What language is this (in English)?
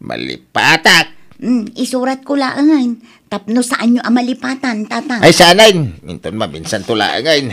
Iloko